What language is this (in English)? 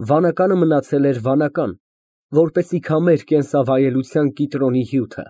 Armenian